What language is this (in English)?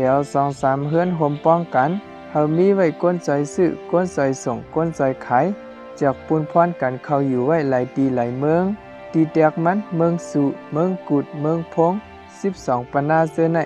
Shan